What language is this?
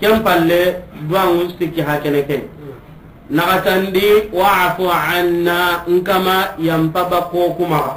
Soninke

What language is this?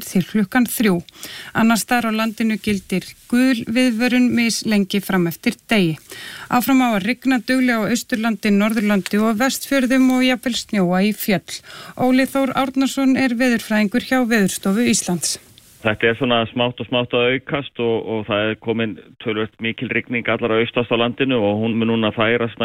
Icelandic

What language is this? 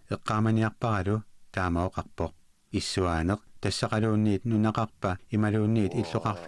Kalaallisut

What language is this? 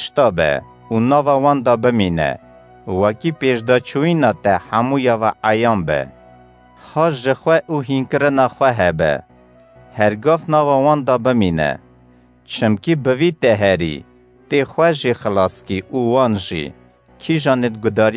Kurdish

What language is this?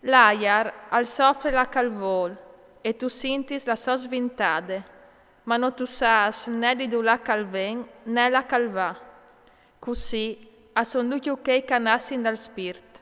Friulian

